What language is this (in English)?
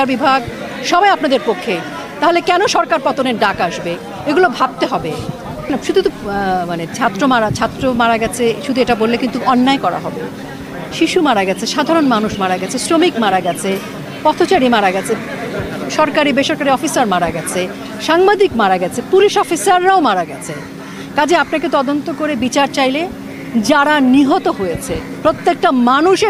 Bangla